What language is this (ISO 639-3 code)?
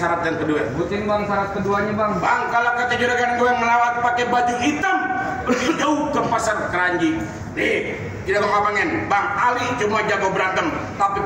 bew